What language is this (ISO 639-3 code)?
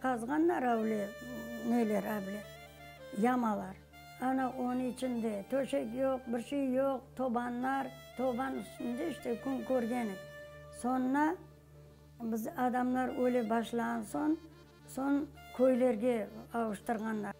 crh